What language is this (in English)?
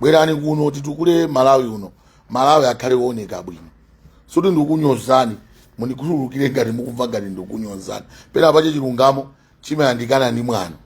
Nyanja